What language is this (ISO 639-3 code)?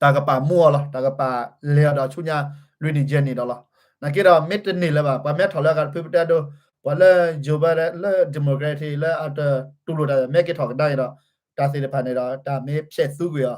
ksw